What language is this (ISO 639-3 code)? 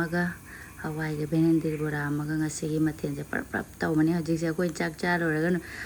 mni